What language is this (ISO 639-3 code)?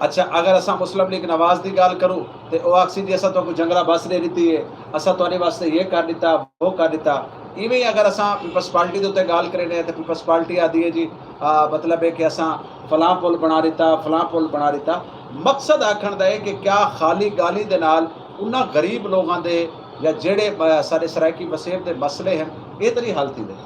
skr